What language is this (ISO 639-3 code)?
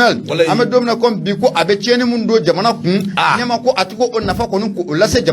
bam